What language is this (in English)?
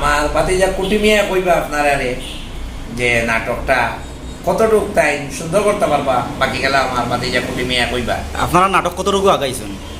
Sylheti